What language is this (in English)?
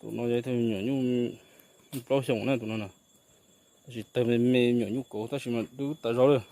Hmong